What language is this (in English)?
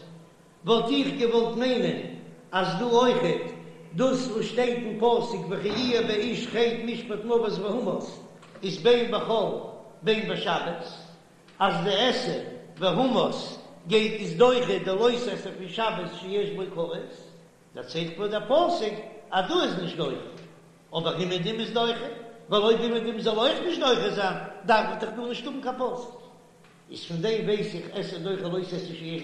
Yiddish